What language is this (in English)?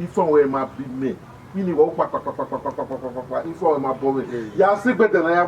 Bini